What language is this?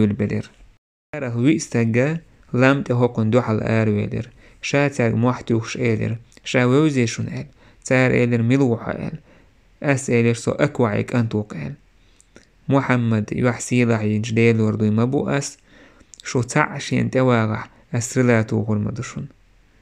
Chechen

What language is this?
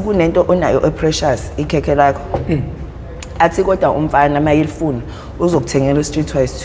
Zulu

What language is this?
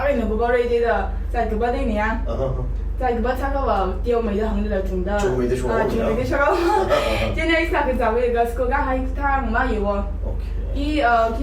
Tangkhul Naga (India)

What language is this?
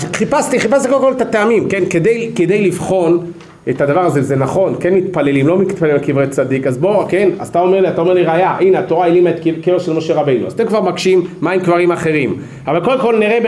Hebrew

